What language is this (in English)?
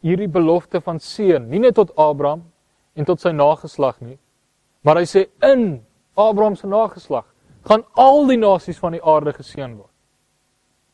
Afrikaans